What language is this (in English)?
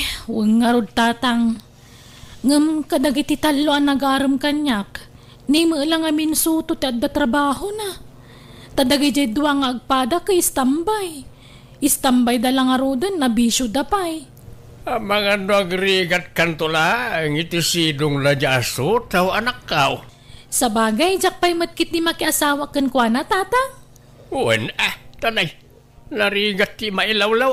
Iloko